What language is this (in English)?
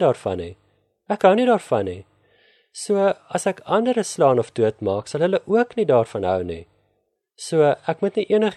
Afrikaans